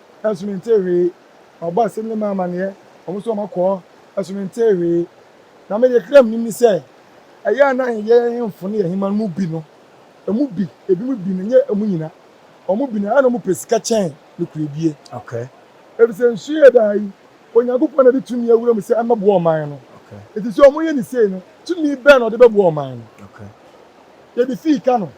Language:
Akan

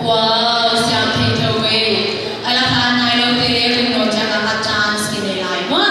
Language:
Paite Chin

